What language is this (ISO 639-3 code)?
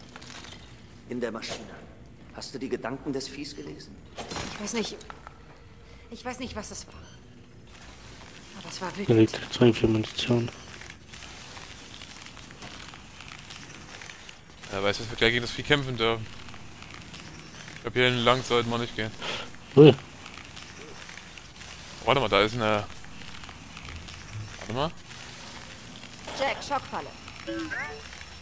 deu